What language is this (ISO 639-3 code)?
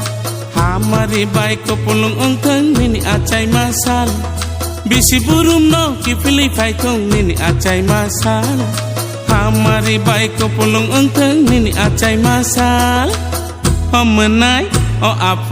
trp